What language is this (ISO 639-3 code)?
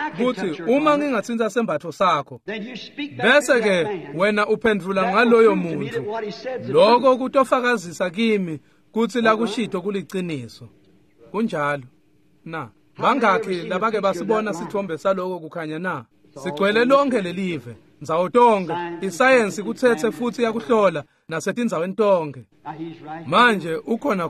ssw